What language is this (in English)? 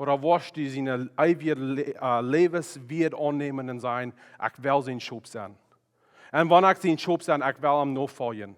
Plautdietsch